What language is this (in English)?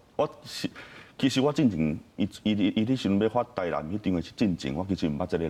Min Nan Chinese